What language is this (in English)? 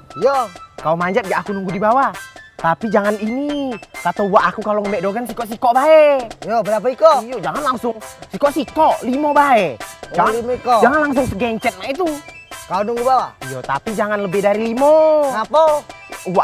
Musi